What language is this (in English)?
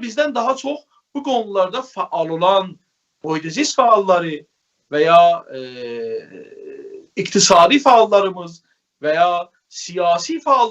South Azerbaijani